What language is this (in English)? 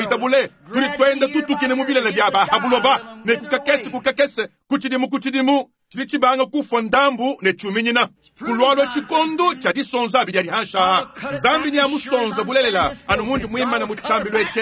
Luba-Lulua